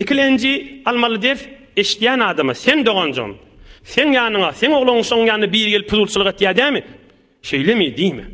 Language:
Turkmen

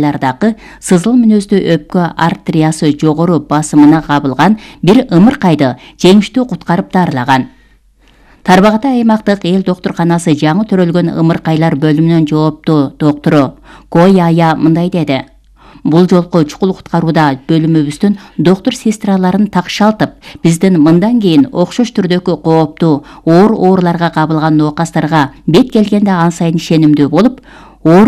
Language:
Kyrgyz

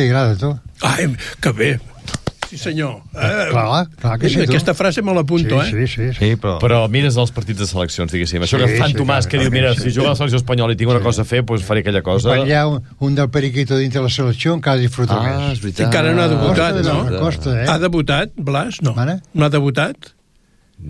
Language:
Catalan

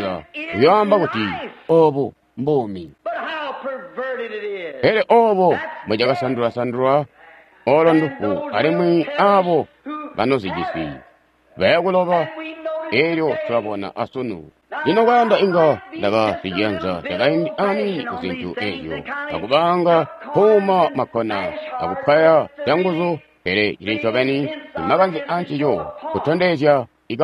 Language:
Tonga (Zambia)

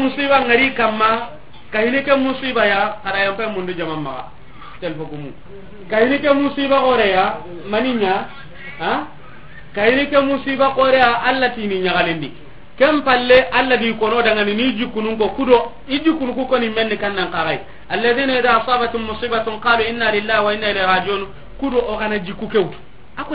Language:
Soninke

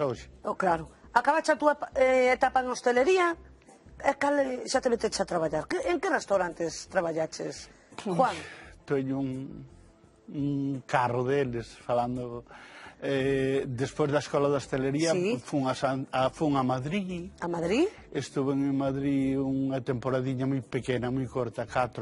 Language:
Galician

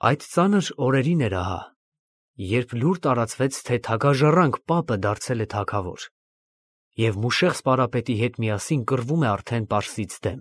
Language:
Armenian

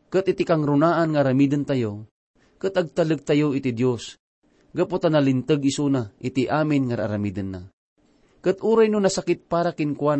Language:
Iloko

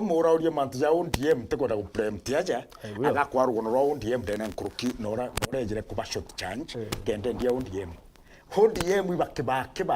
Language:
Meru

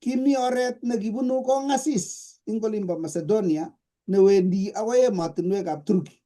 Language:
Kalenjin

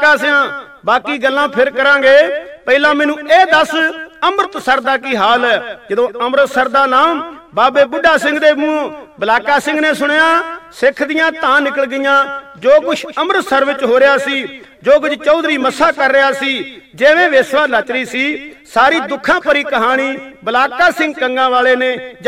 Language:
Punjabi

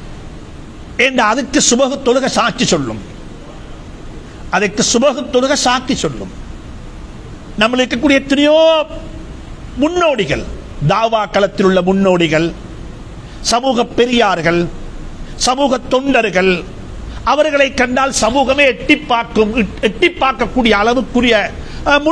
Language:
Tamil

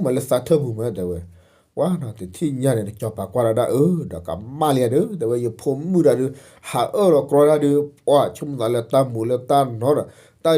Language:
S'gaw Karen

